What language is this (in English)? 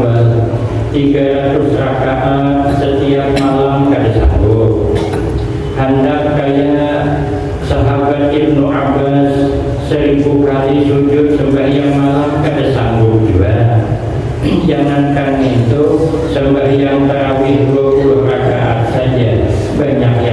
Banjar